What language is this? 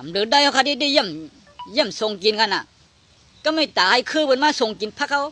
Shan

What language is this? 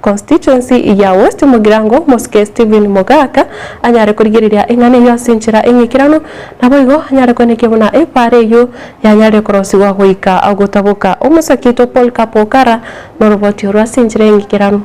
Gusii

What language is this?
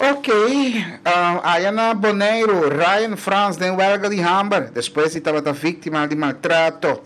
Papiamento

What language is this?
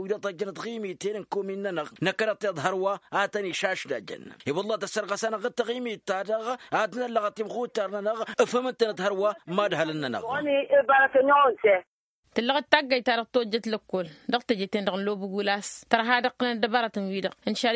Tamasheq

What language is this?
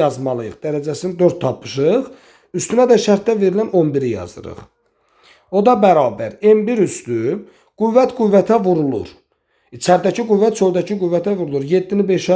Azerbaijani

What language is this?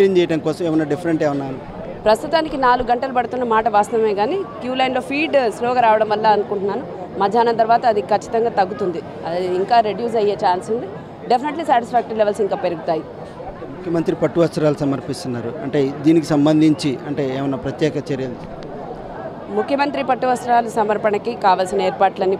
Telugu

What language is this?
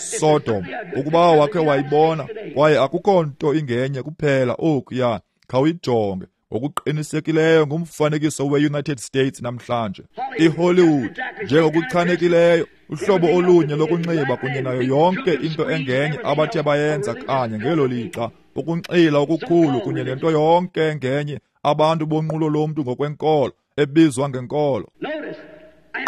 Xhosa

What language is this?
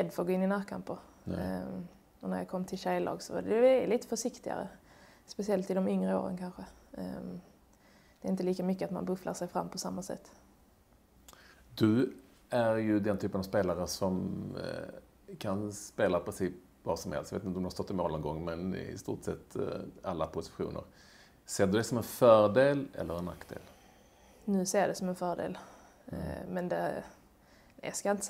Swedish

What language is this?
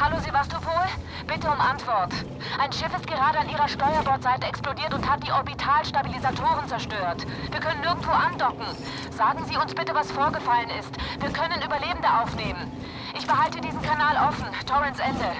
Bavarian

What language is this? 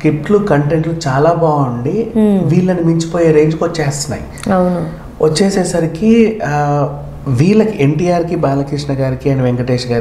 Telugu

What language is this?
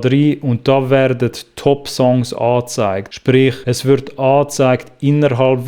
Swiss German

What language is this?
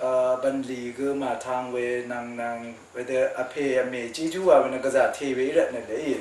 Rawang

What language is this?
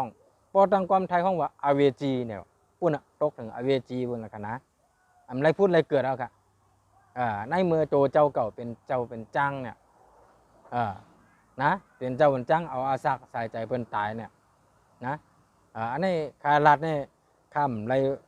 Shan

